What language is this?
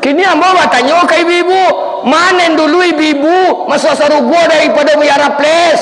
Minangkabau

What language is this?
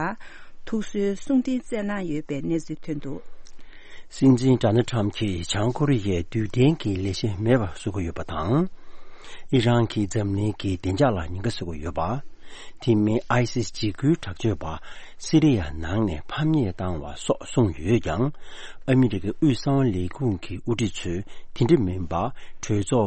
Tibetan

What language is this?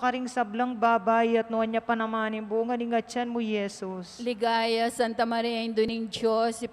Pampanga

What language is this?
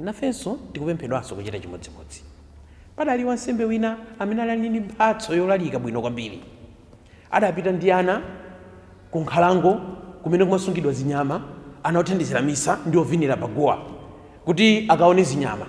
Nyanja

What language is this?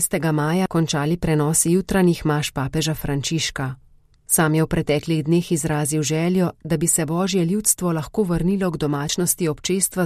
Slovenian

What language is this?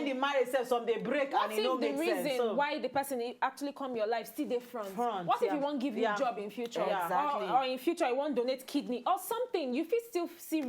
Nigerian Pidgin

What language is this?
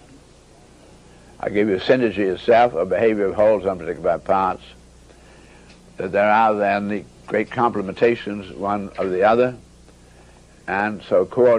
English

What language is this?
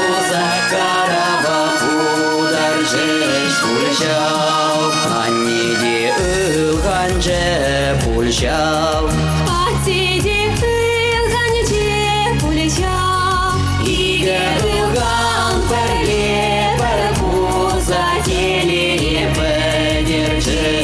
Chuvash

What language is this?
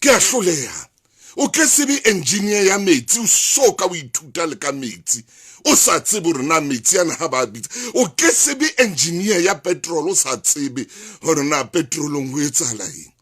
Southern Sotho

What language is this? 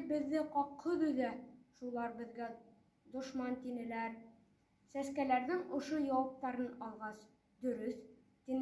Bashkir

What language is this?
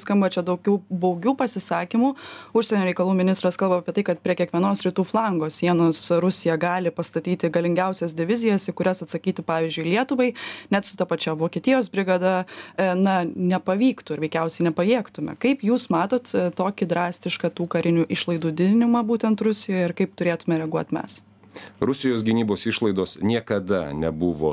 Lithuanian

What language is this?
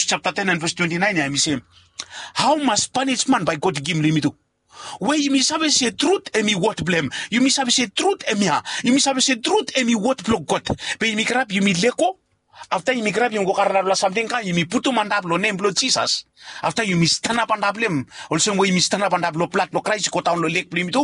Bislama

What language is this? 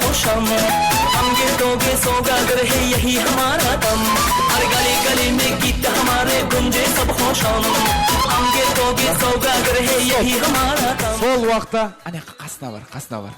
Kara-Kalpak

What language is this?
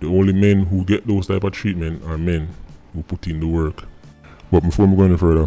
Jamaican Creole English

